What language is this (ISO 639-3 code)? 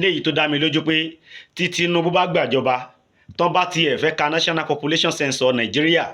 yor